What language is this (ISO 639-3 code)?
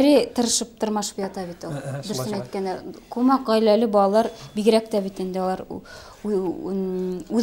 bak